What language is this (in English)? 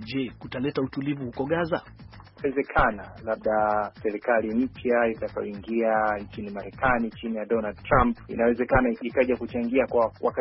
Swahili